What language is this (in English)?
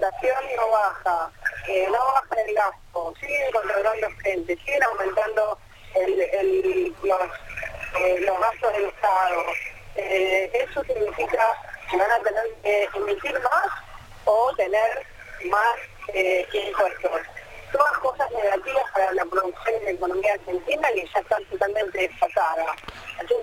Spanish